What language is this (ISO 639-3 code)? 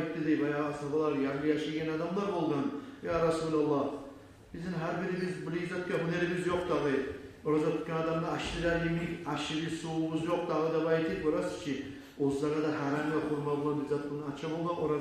kum